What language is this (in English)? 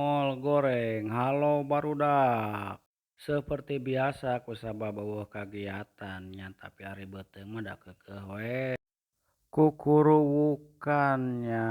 Sundanese